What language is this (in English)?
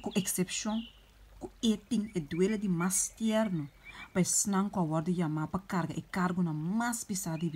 Papiamento